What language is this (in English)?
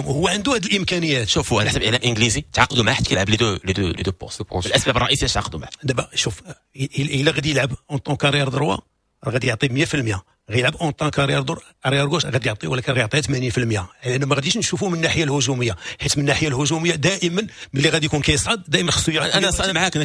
Moroccan Arabic